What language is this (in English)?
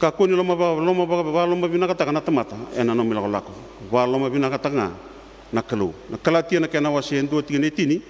Fijian